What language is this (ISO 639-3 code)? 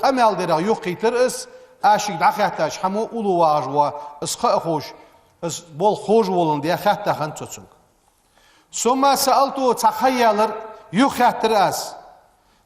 inh